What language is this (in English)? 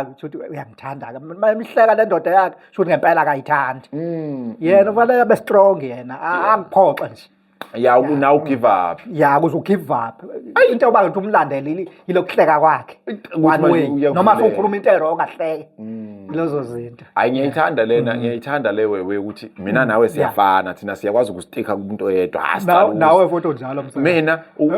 Zulu